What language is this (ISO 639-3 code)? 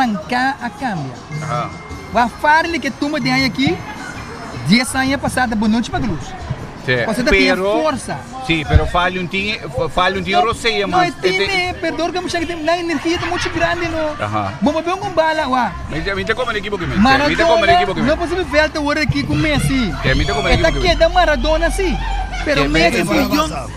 pap